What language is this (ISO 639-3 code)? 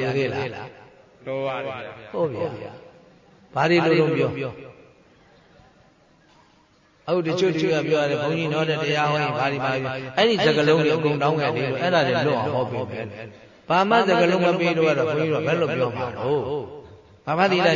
mya